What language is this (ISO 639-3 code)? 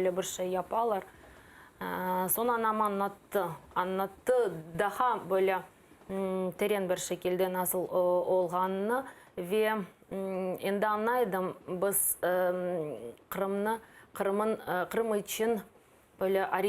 crh